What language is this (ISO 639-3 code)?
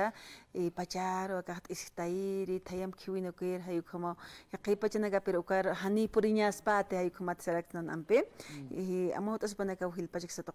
aym